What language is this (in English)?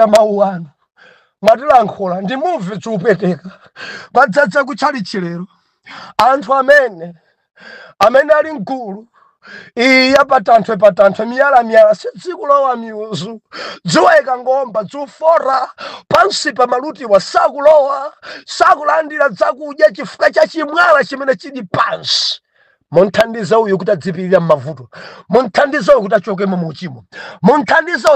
Nyanja